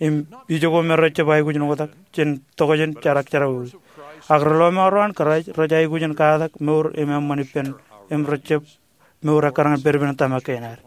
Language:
Marshallese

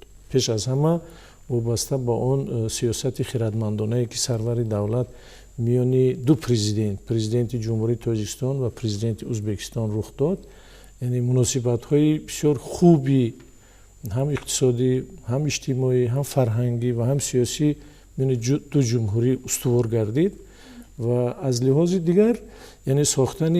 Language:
Tajik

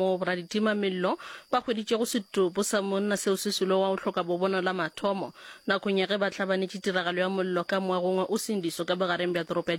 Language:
Northern Sotho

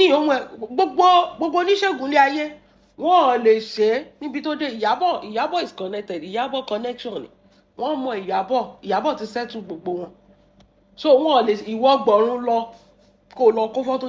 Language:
Yoruba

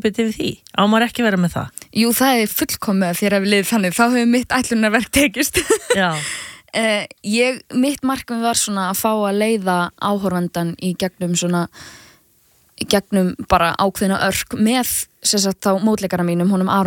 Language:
Icelandic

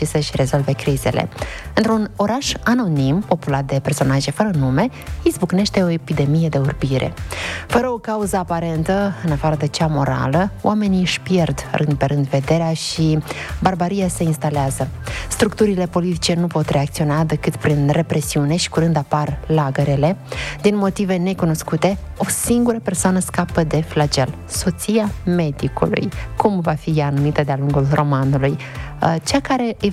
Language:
Romanian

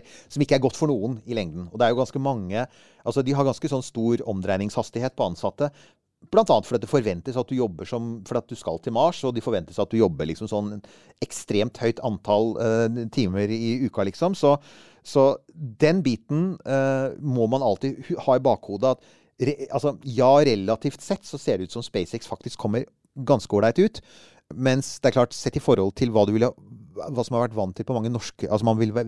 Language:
Norwegian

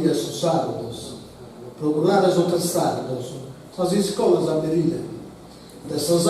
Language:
Sardinian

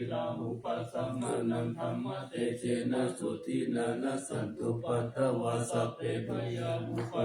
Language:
Pali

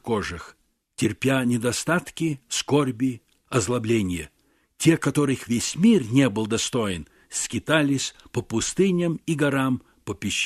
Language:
Russian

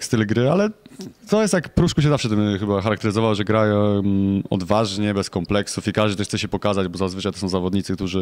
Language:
Polish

